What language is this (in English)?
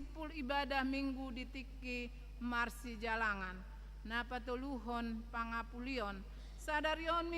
Batak Toba